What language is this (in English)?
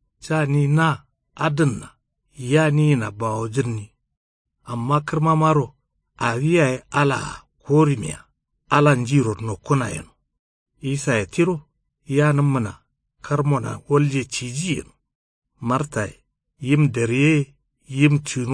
Kanuri